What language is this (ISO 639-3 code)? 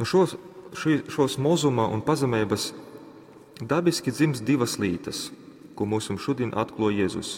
ltg